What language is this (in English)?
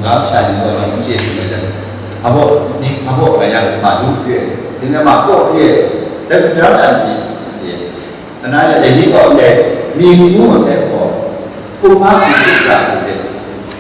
Kachin